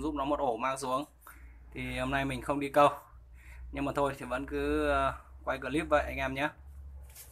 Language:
Vietnamese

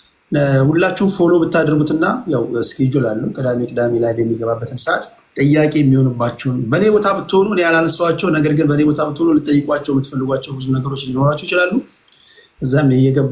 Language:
Amharic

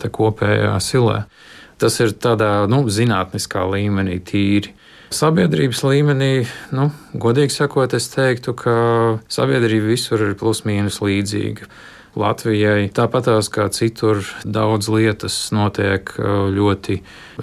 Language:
Latvian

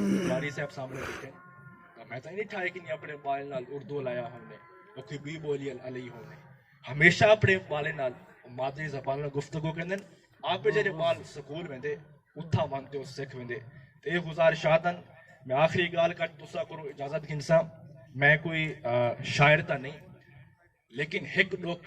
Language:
Saraiki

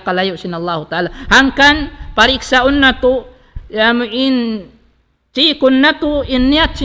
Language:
Tausug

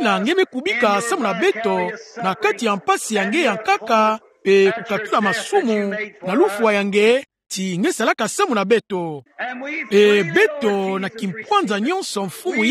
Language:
Kituba (Democratic Republic of Congo)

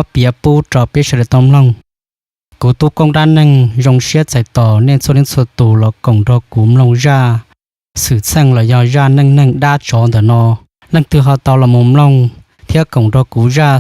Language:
Hmong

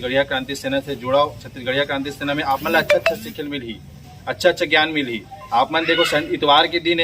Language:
Chhattisgarhi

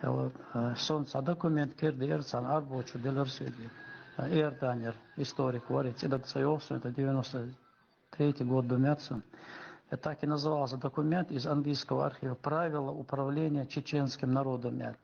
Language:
Chechen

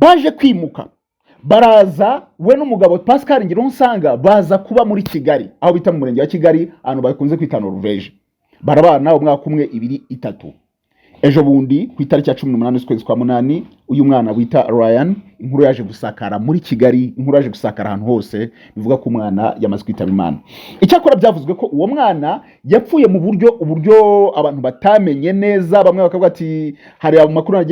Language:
Kinyarwanda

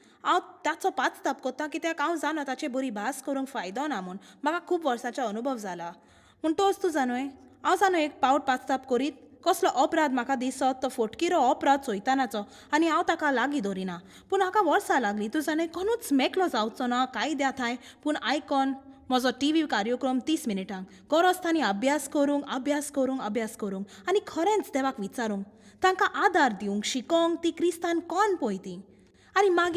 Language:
Konkani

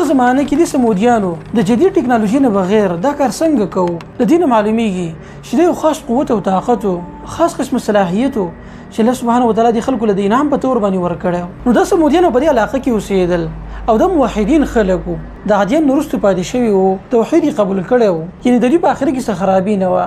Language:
Pashto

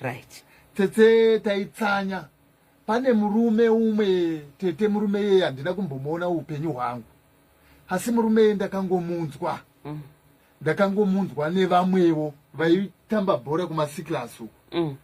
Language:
Shona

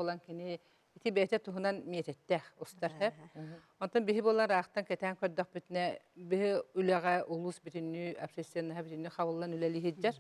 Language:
Yakut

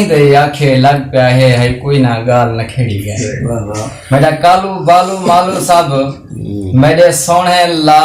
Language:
Saraiki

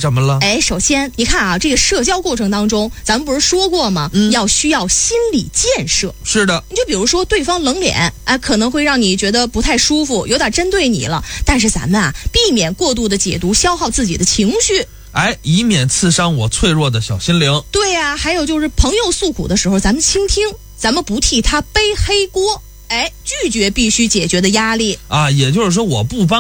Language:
Chinese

